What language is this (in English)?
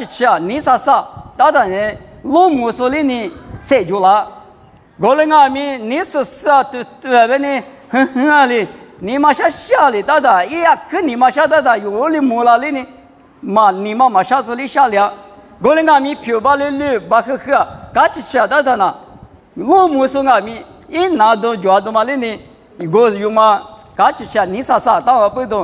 Lisu